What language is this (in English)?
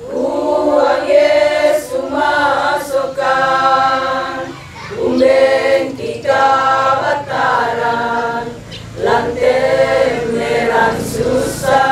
Toraja-Sa'dan